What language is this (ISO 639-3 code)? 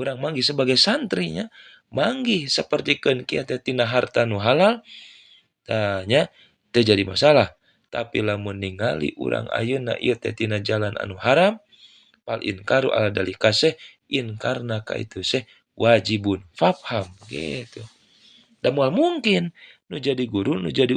sun